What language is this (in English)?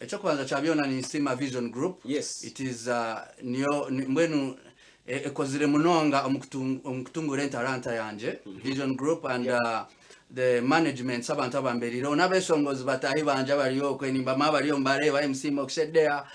Nyankole